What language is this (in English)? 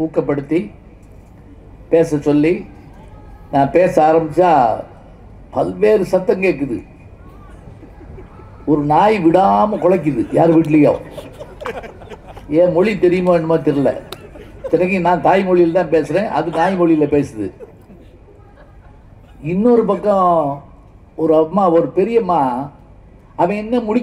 Tamil